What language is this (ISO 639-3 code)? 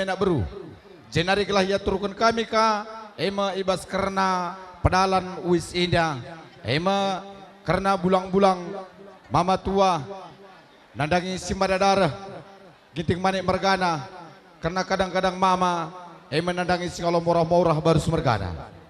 btx